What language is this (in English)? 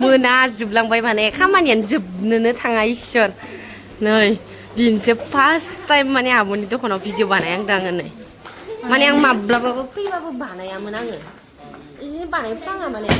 Bodo